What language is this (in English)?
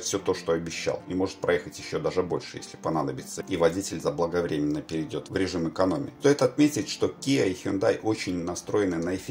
Russian